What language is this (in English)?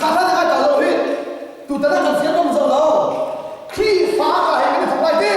Hakha Chin